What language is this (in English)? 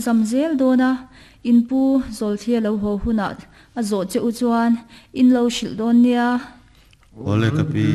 Mizo